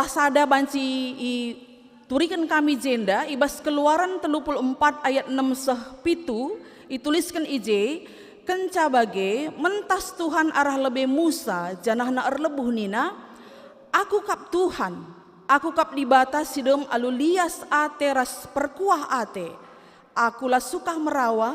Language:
Batak Karo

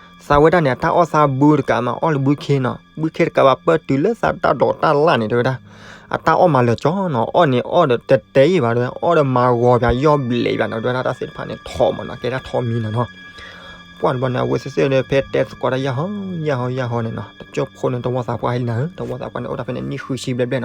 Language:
S'gaw Karen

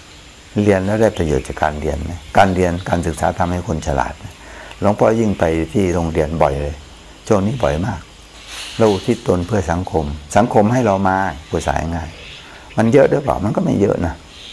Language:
Thai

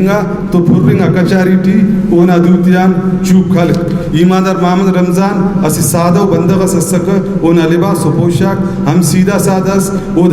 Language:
Brahui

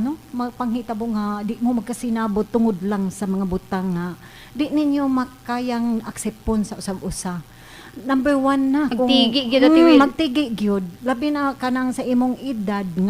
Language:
Cebuano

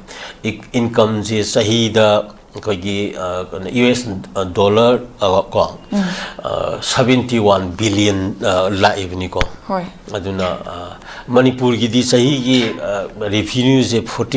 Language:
Manipuri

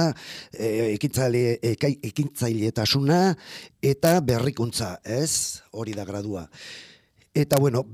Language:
Basque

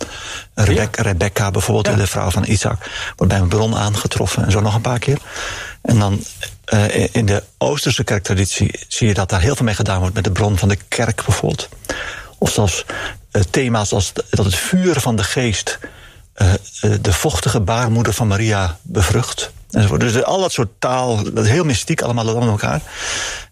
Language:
Dutch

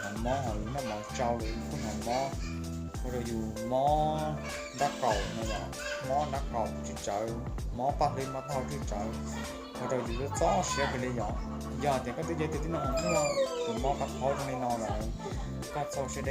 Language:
Hmong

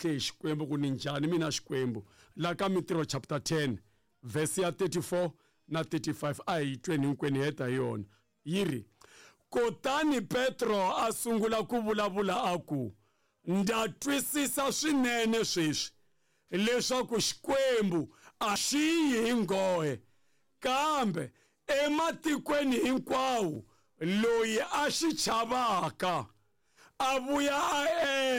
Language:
Tsonga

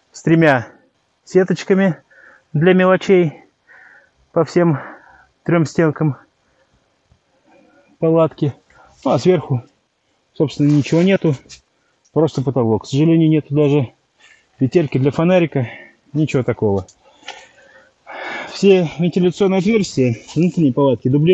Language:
Russian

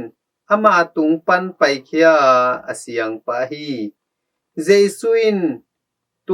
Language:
Tedim Chin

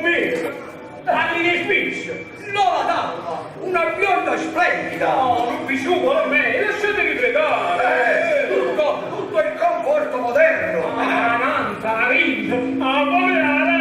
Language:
Neapolitan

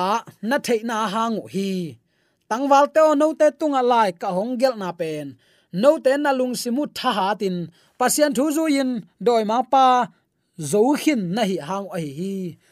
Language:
Tedim Chin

